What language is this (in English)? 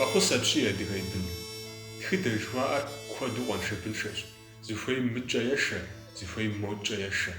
Kabardian